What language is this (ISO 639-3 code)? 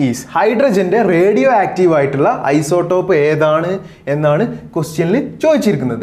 mal